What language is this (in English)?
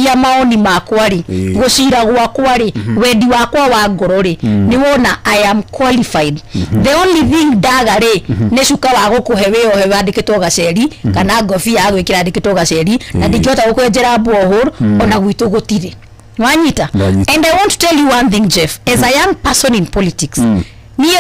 Kikuyu